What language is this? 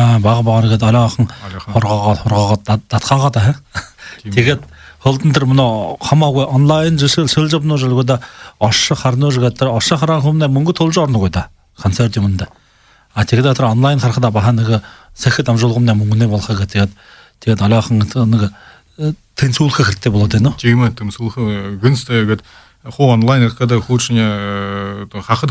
Buriat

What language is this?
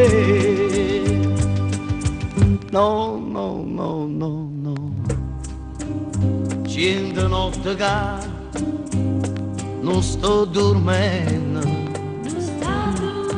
Italian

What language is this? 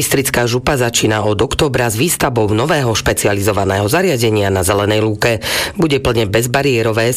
Slovak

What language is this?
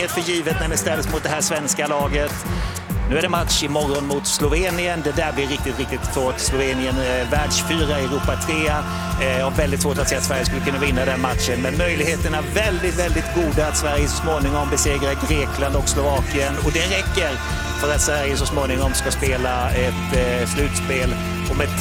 Swedish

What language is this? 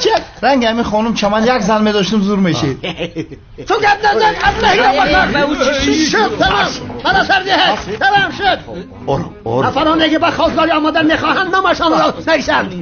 Tajik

